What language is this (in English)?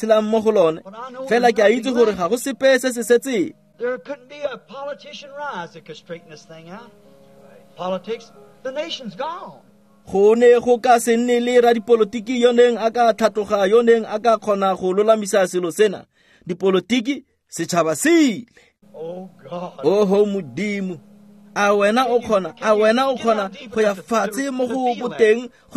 Tswana